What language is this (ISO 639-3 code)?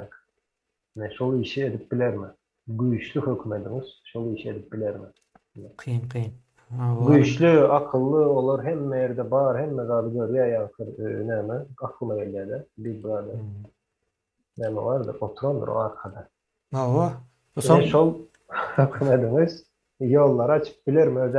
tuk